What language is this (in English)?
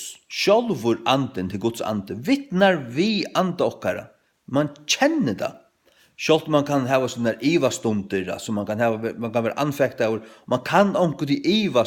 Faroese